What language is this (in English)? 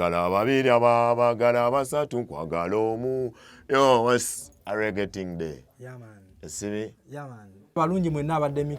Ganda